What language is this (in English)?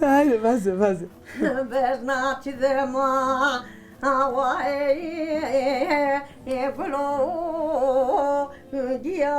Zaza